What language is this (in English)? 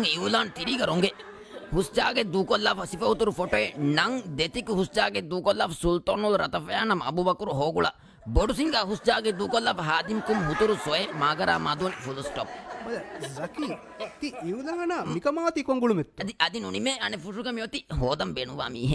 Divehi